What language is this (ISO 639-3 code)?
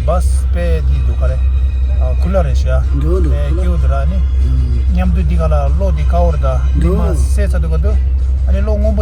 bod